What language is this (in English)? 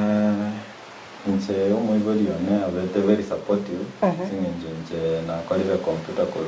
Gusii